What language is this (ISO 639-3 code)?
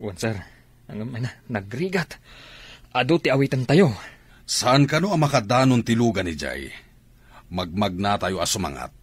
ilo